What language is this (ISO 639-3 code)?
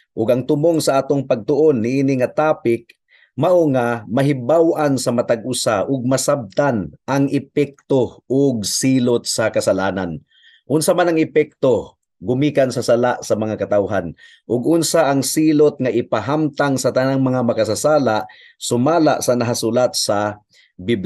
ceb